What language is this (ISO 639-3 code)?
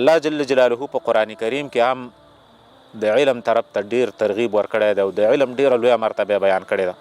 pus